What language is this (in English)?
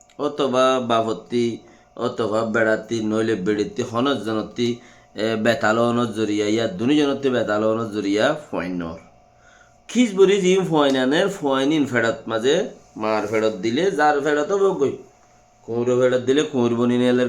Rohingya